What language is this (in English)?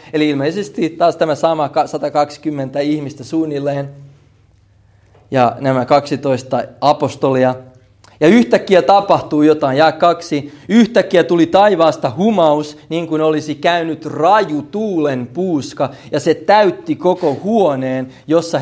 Finnish